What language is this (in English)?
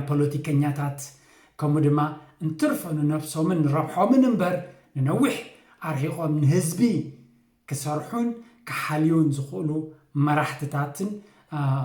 Tigrinya